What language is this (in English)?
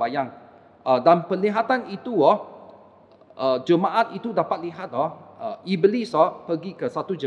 Malay